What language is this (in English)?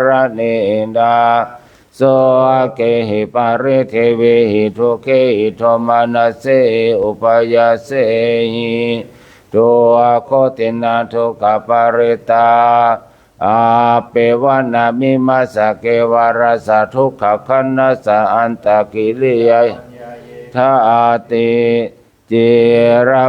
Pali